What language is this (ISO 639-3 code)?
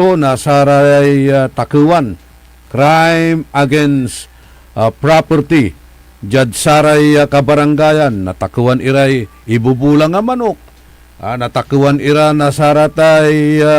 pag